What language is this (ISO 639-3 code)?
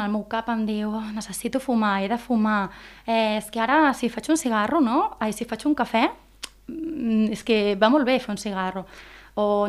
cat